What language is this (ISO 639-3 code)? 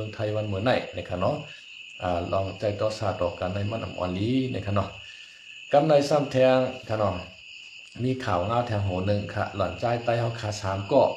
shn